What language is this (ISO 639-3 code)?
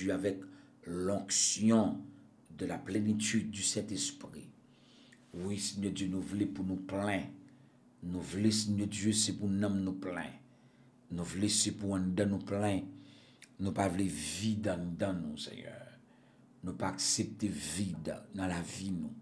fra